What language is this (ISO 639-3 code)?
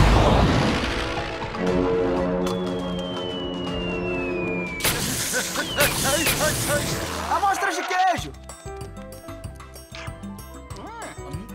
por